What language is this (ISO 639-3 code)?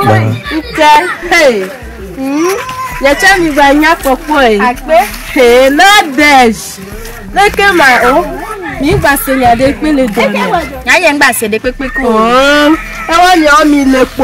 ewe